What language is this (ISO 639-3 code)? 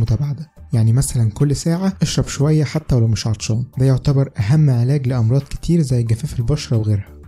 arz